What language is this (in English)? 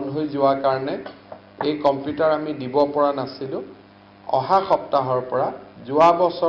Assamese